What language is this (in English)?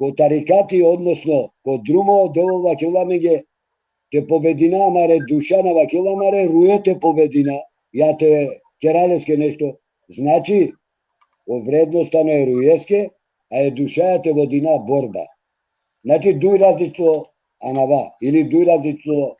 Balkan Romani